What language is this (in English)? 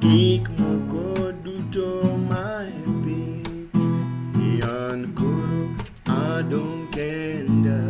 Luo (Kenya and Tanzania)